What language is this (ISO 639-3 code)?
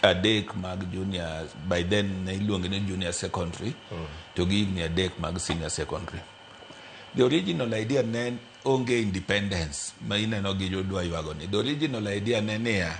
luo